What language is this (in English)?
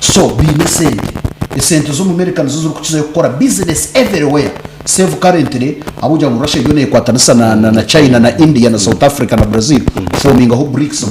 Nyankole